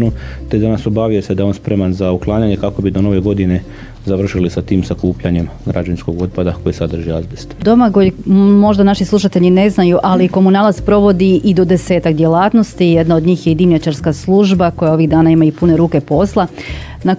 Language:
Croatian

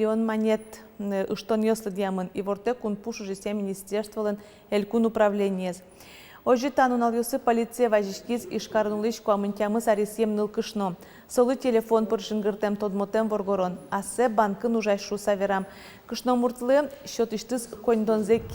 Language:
Udmurt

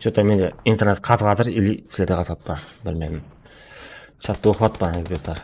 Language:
Kara-Kalpak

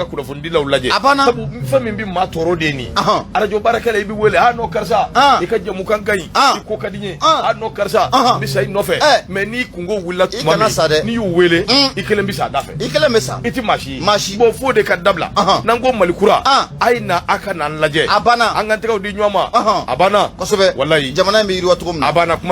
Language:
Bambara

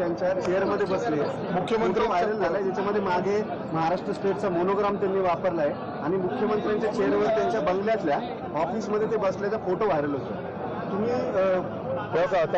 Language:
Marathi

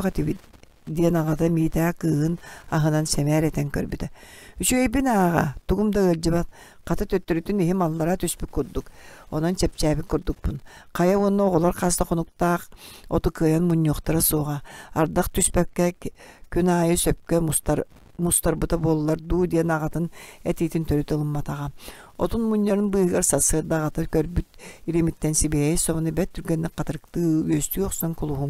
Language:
Yakut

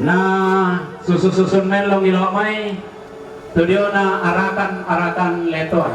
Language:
Toraja-Sa'dan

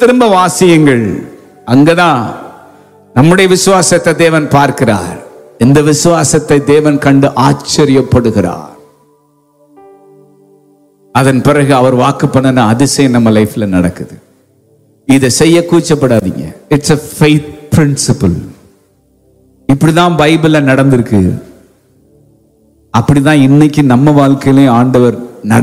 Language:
Tamil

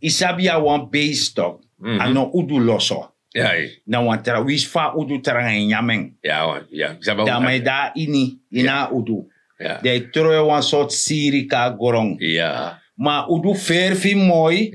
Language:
Sranan Tongo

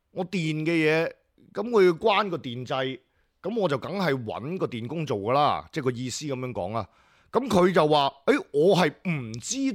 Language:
Cantonese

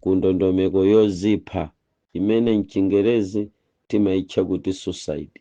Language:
Nyanja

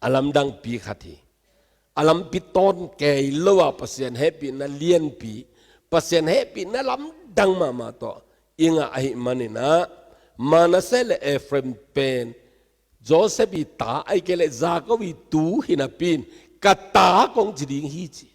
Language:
Tedim Chin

